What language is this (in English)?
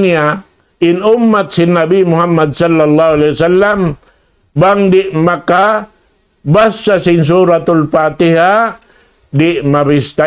Tausug